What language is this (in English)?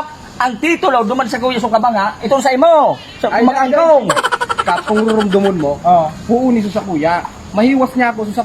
Bikol